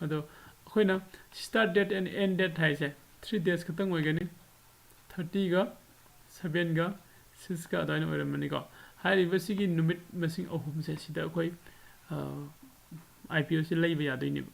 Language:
Manipuri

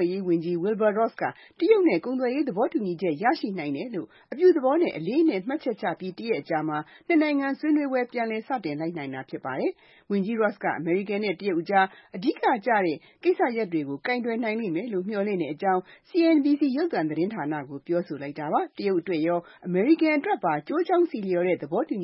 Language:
Burmese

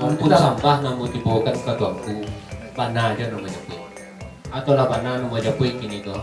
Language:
Minangkabau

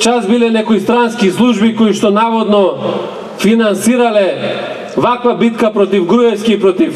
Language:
Macedonian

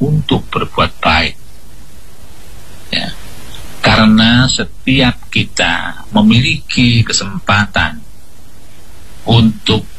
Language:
Indonesian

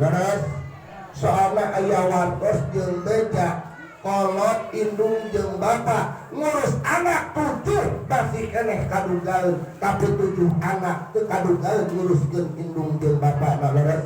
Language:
Sundanese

